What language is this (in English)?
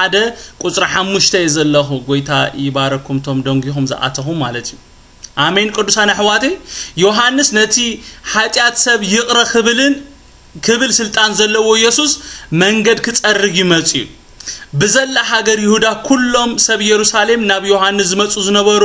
Tigrinya